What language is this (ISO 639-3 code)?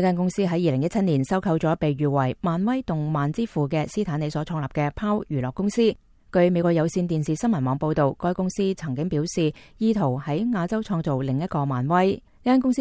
yue